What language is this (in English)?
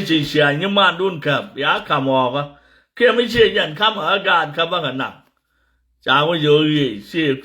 Nuer